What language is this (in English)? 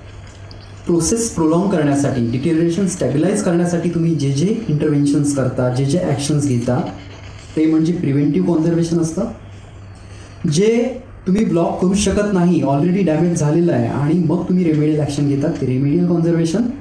Marathi